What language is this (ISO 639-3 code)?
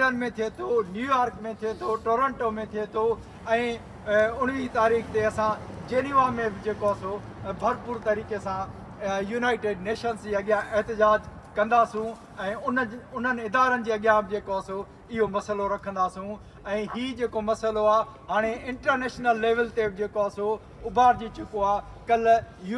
snd